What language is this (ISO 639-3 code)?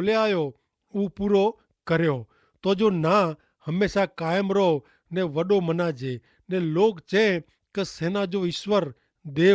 kfr